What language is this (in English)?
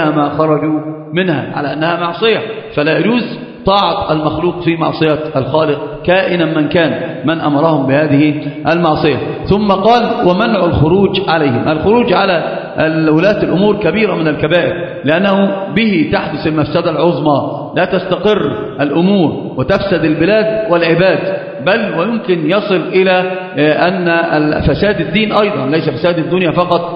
Arabic